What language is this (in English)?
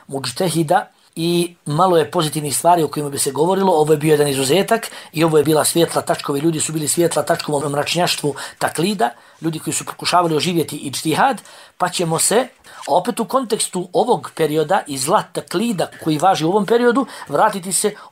Bosnian